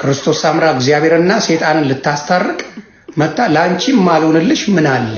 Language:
Amharic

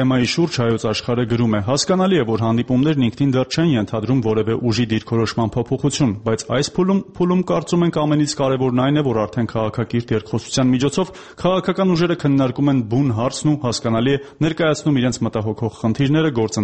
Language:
Armenian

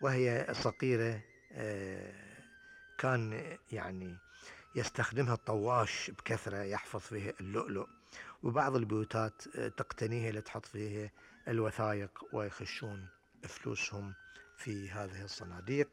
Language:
Gulf Arabic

